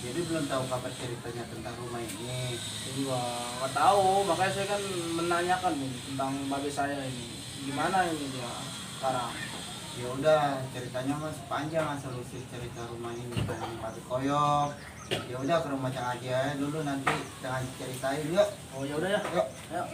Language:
Betawi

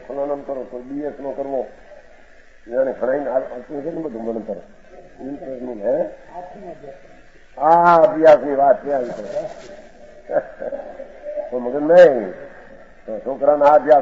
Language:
Gujarati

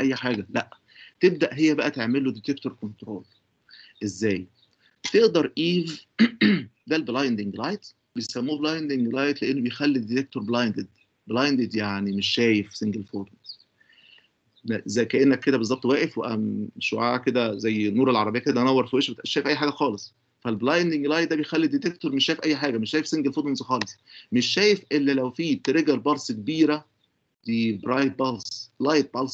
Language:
Egyptian Arabic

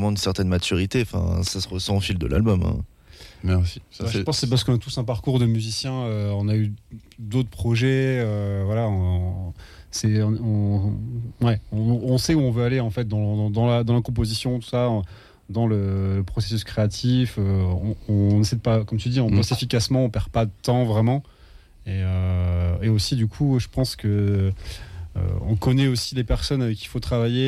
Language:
French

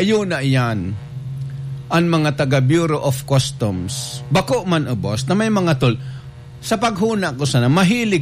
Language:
Bikol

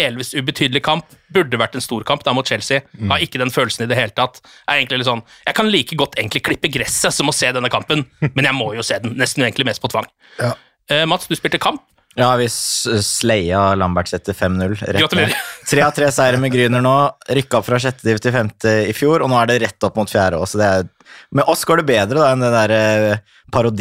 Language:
Norwegian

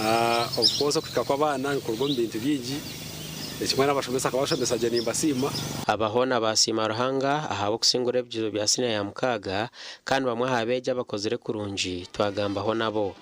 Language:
Nyankole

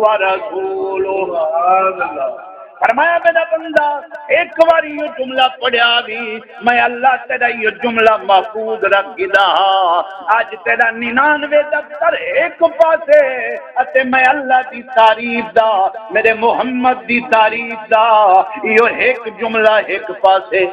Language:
Saraiki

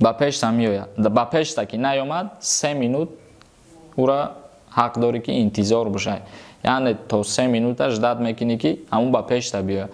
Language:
Tajik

